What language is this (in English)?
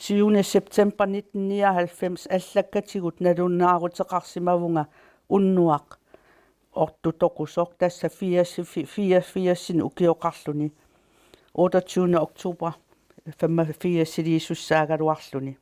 Kalaallisut